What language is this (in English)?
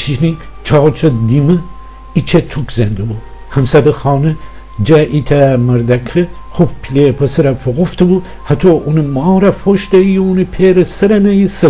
Gilaki